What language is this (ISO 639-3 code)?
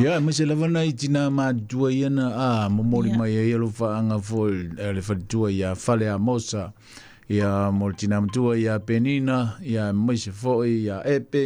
smo